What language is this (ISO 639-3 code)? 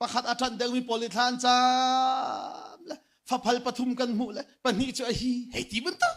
cnh